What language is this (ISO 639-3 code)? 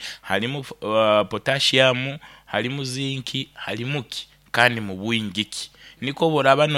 nyn